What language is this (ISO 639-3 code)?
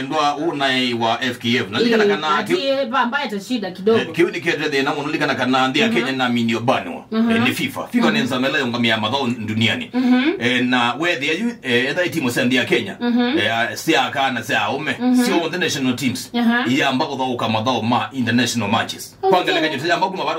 kam